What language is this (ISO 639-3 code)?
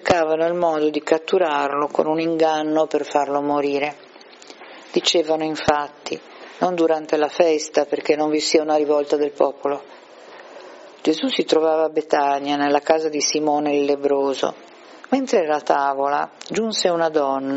ita